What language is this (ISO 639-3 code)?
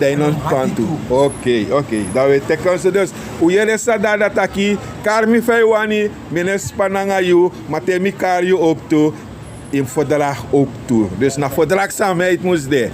srn